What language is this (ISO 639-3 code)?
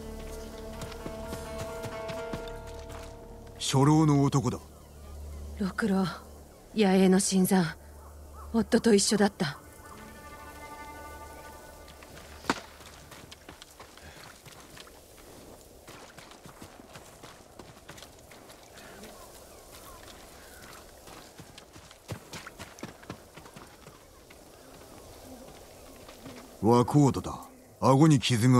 jpn